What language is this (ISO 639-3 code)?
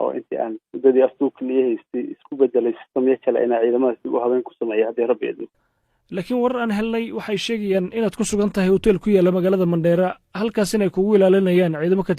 som